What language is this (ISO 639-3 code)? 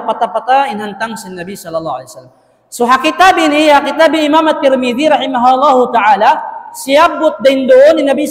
tsg